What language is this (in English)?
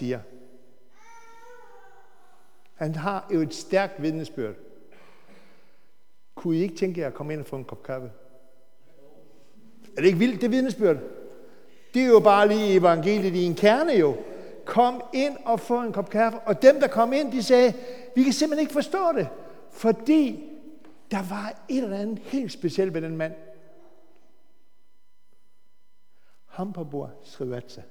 Danish